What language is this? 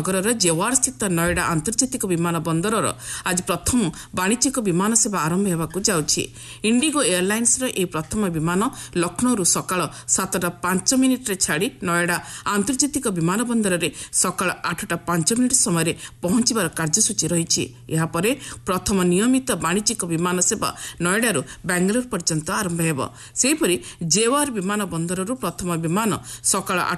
Odia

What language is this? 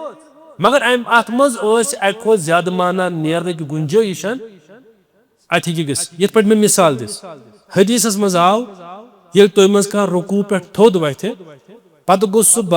Kashmiri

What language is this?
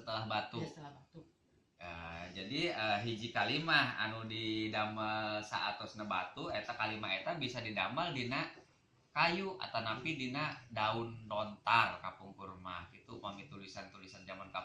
Sundanese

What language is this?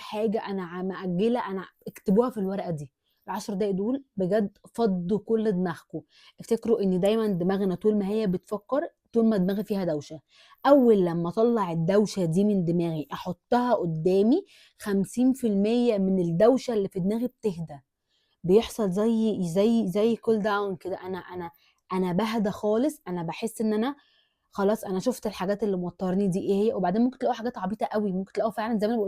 Egyptian Arabic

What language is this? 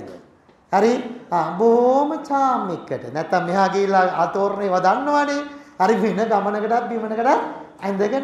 Sinhala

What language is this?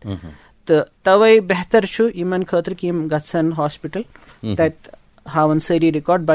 Kashmiri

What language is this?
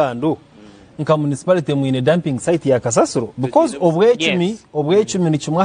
Nyankole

